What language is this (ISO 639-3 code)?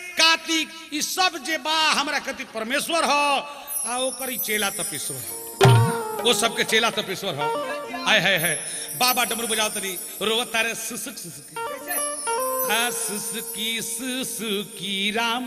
bho